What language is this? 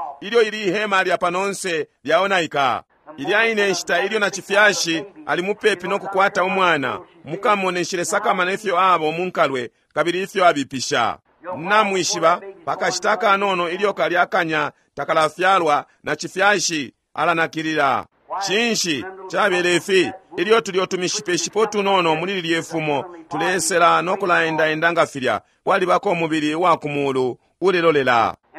Bemba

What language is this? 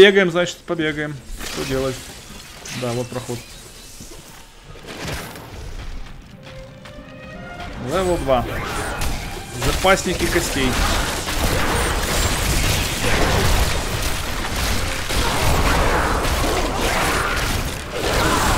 Russian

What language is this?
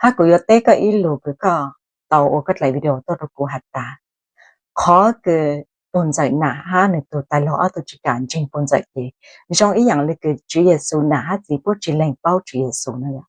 Hmong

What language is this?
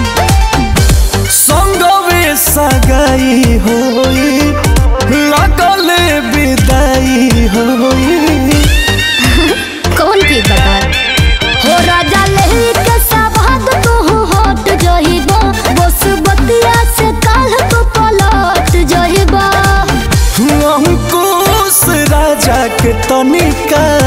Bhojpuri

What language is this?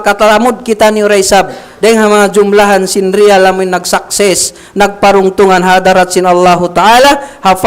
Tausug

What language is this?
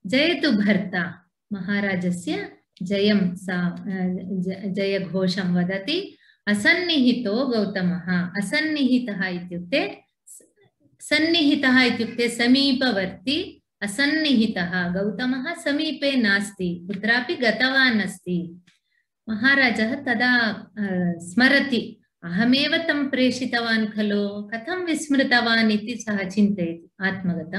Sanskrit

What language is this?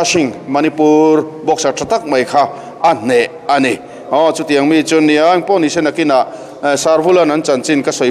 Mizo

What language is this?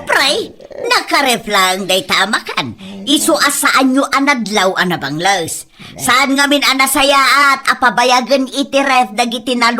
Iloko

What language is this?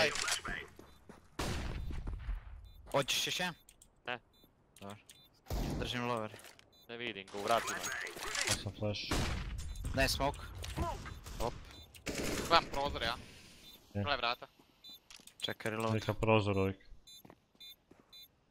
Croatian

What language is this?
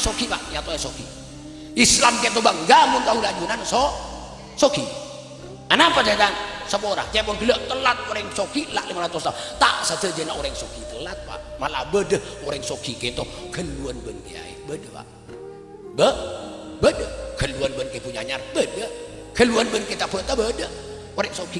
Madurese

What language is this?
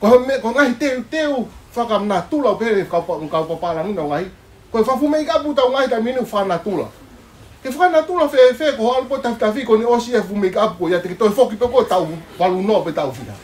Tongan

